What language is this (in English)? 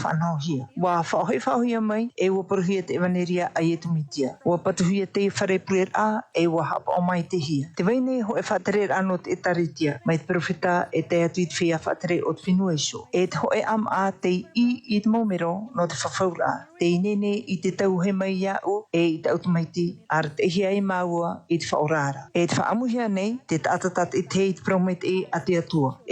Tahitian